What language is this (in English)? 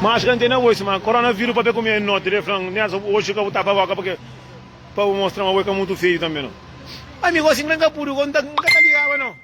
Kabuverdianu